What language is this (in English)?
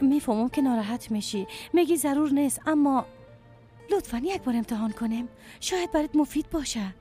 Persian